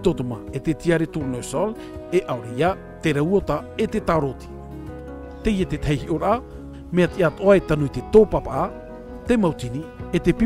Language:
Tahitian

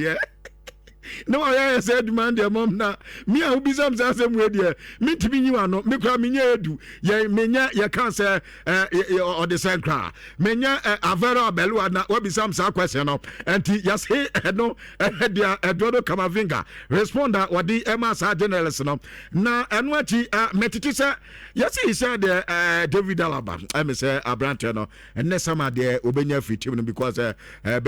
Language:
Akan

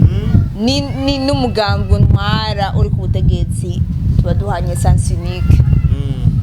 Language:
Rundi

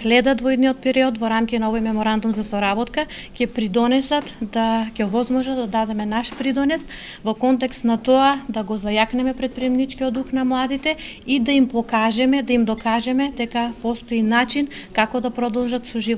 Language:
Macedonian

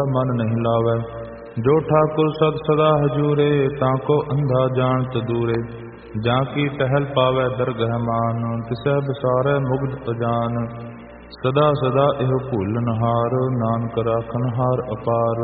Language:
Punjabi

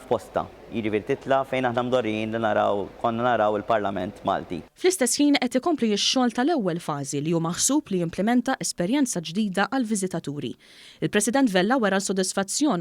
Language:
Maltese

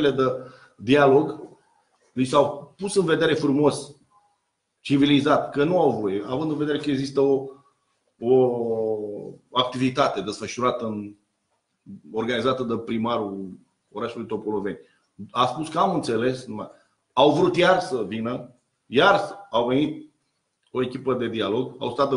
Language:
Romanian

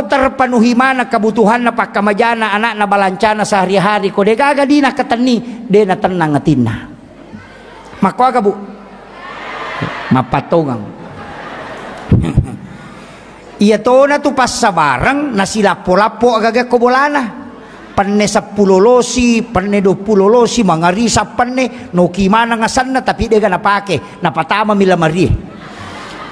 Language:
Buginese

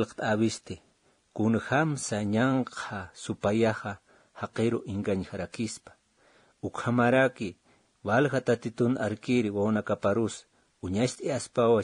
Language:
Aymara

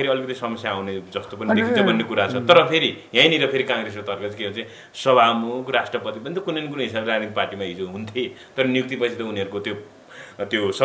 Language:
Nepali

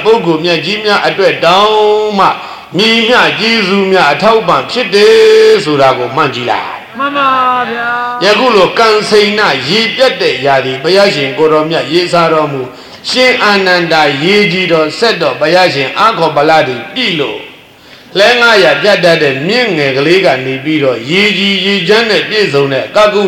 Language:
Burmese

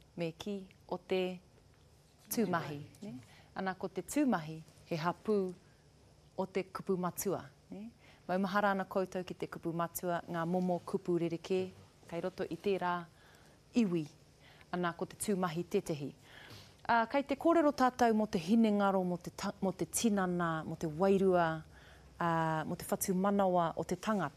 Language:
Māori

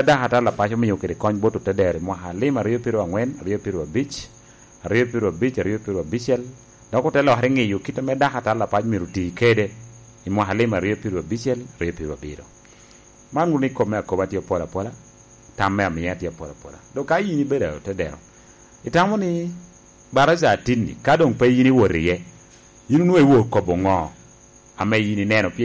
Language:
Lango (Uganda)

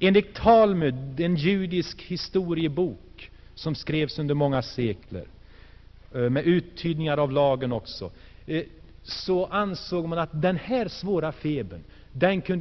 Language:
Swedish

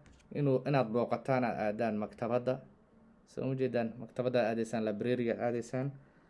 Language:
Somali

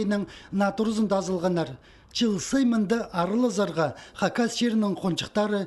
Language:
Khakas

